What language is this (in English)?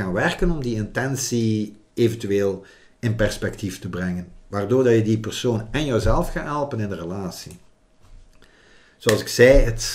Dutch